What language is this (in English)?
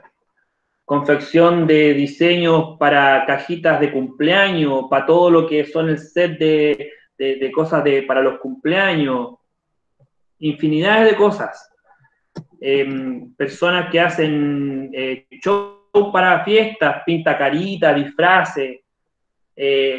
Spanish